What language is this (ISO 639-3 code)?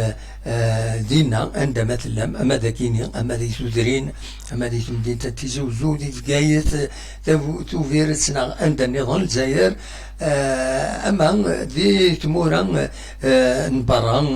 kab